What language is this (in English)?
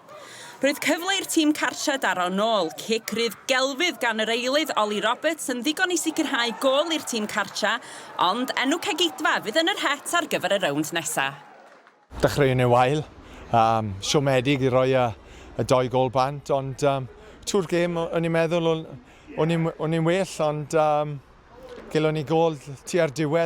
Welsh